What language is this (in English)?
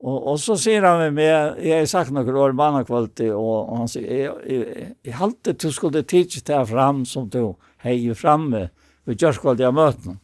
Faroese